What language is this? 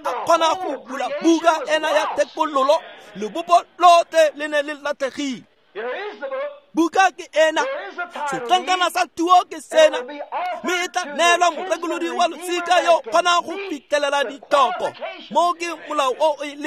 Tswana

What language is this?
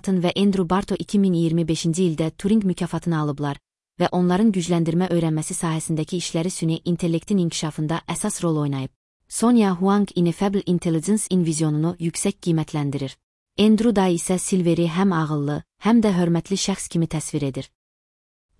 Azerbaijani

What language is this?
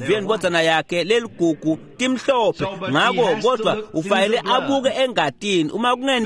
Swati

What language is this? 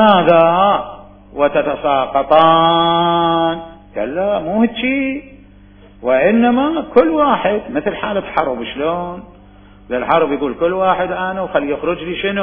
Mesopotamian Arabic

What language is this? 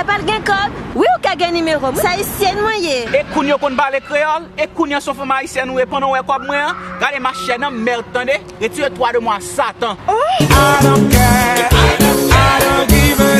Haitian Creole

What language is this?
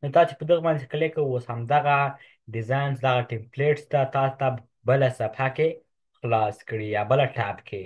Pashto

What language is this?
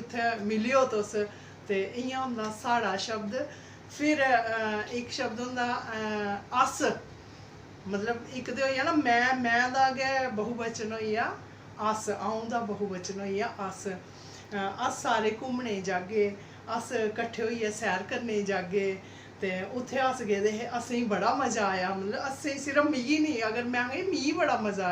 Dogri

